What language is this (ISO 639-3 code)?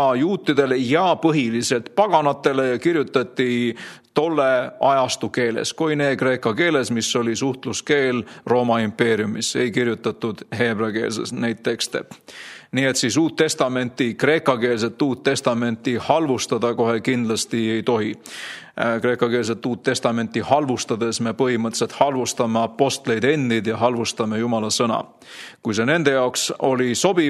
est